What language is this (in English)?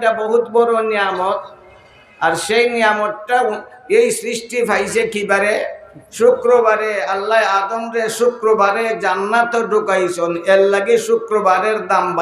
Sylheti